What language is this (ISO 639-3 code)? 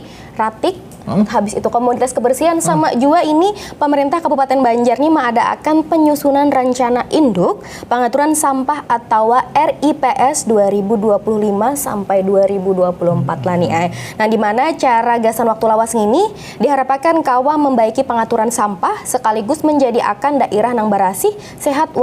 bjn